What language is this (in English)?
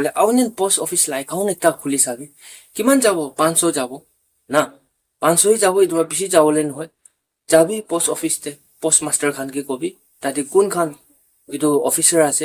Naga Pidgin